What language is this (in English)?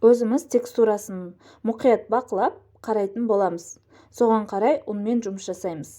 Kazakh